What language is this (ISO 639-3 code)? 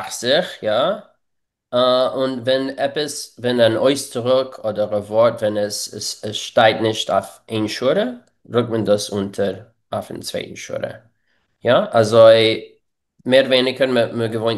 yid